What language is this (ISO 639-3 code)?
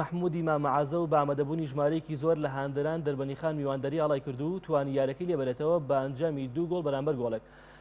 ckb